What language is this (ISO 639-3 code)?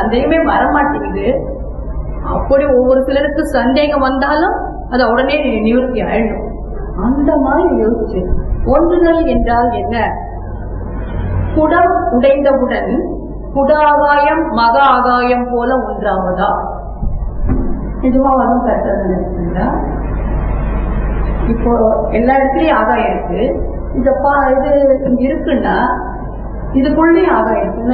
tam